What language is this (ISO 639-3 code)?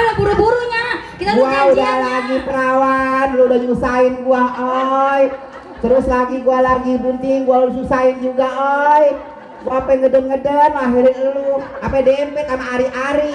bew